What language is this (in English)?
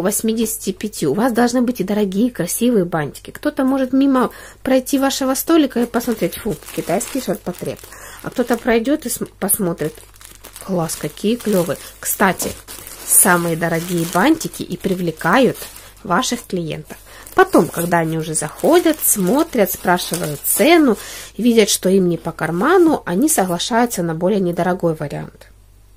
Russian